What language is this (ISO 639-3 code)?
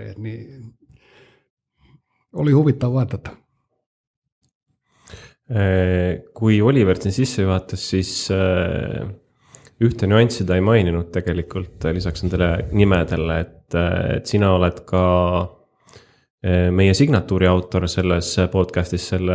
est